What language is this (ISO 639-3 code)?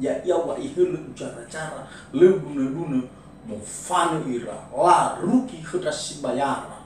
nia